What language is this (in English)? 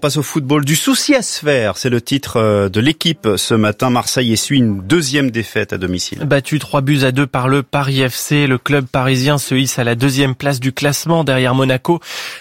French